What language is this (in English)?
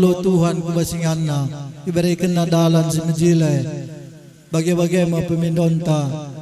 Batak Karo